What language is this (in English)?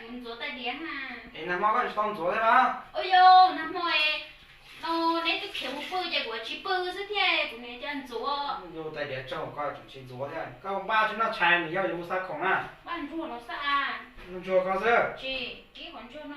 Hmong